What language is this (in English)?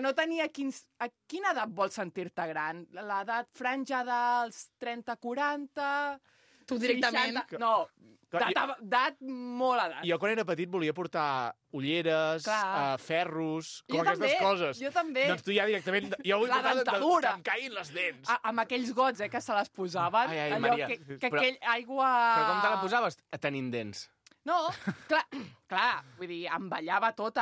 Catalan